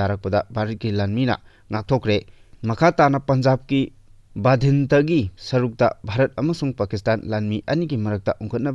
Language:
Manipuri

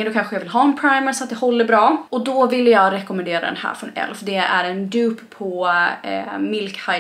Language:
Swedish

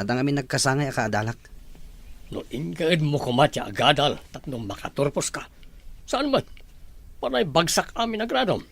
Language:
Iloko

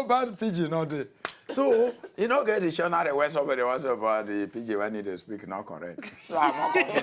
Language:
Nigerian Pidgin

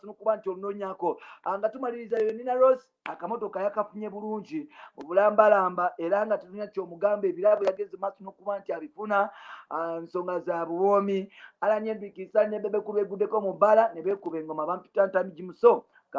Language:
Ganda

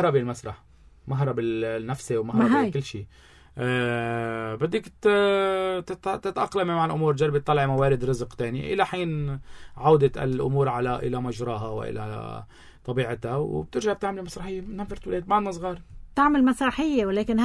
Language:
North Levantine Arabic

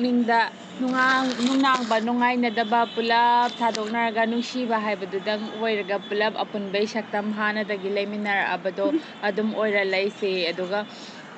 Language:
Manipuri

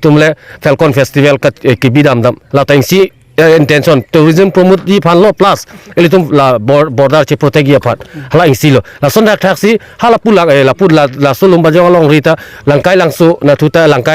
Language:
Karbi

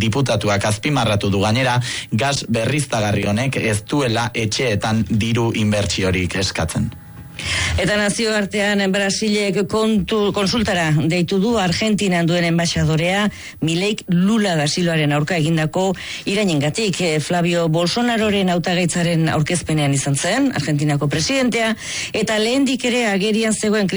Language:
Basque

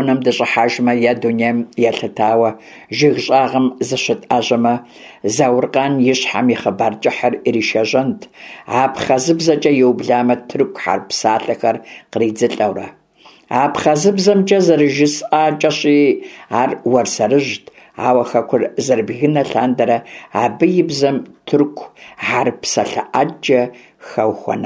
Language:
Kabardian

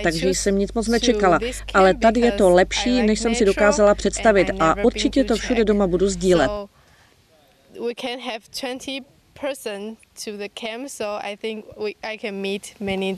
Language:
Czech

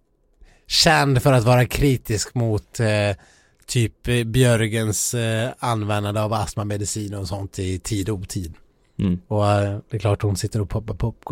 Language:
Swedish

